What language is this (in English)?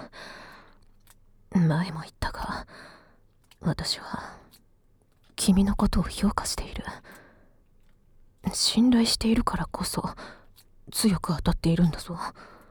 Japanese